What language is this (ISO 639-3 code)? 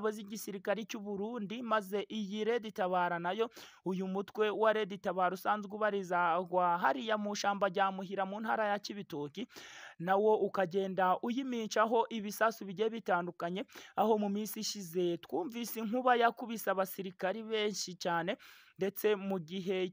kin